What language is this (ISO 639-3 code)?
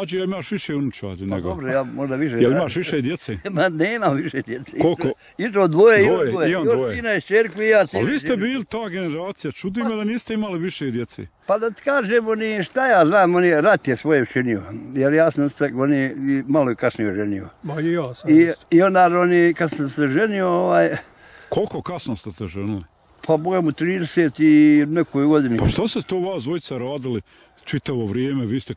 bos